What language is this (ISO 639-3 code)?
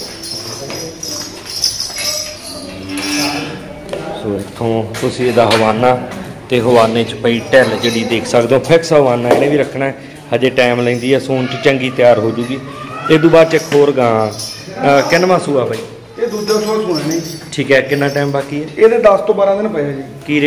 pan